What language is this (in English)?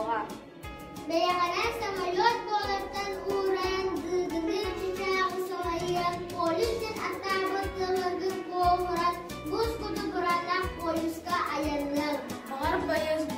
Yakut